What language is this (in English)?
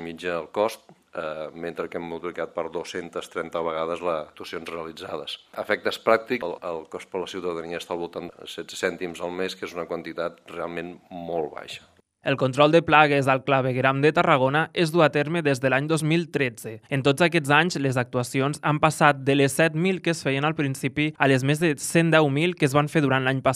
Catalan